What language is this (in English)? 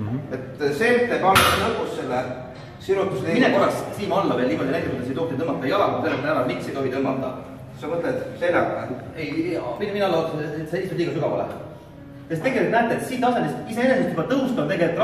Estonian